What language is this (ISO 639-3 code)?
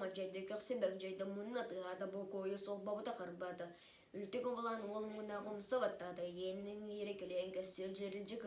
sah